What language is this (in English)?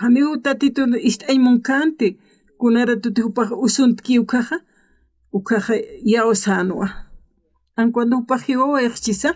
Aymara